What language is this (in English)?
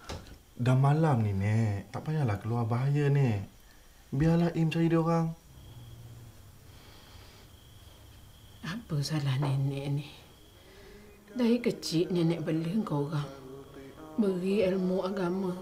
Malay